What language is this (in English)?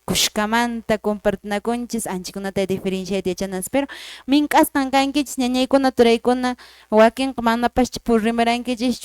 Quechua